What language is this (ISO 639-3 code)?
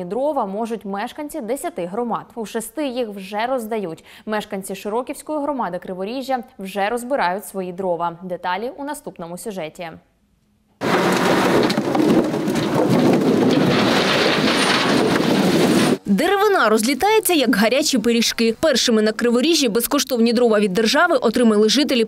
ukr